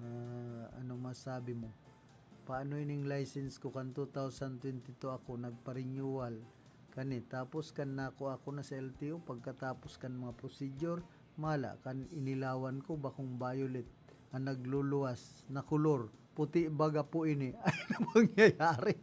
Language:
Bikol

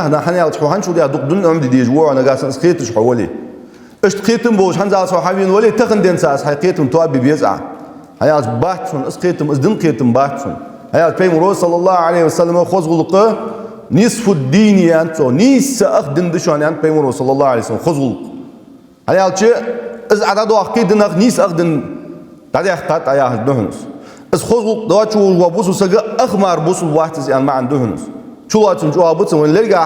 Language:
Ingush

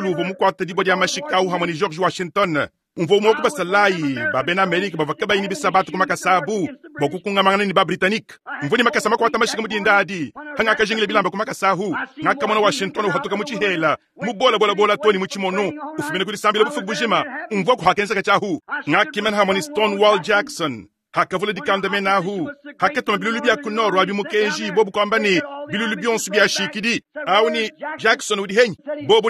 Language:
Luba-Lulua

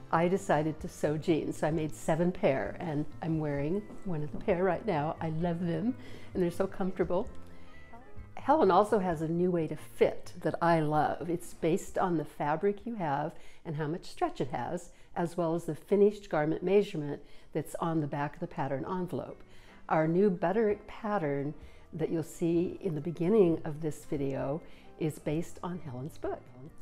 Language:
English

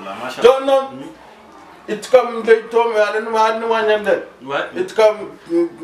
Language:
Fula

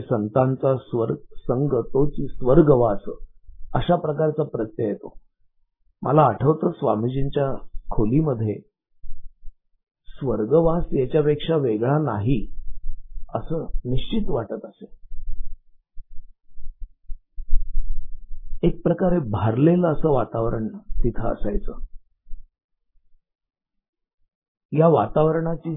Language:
Marathi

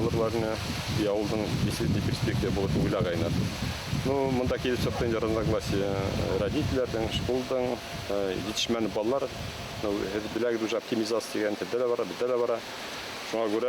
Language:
Bashkir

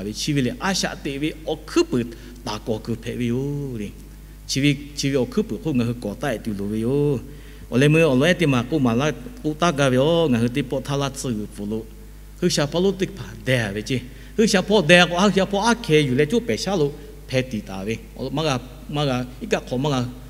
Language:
Lahu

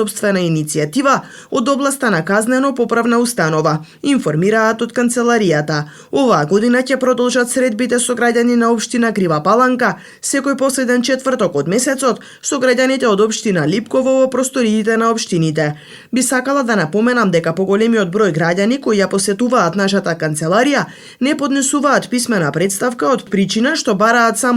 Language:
Macedonian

